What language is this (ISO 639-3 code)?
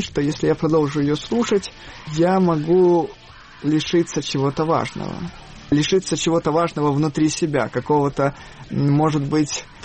rus